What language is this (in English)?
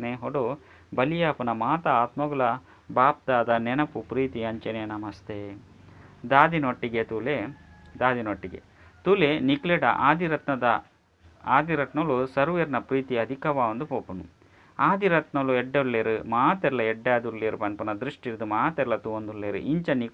Tulu